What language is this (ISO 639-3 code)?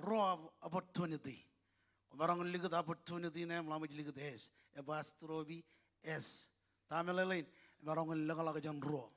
mah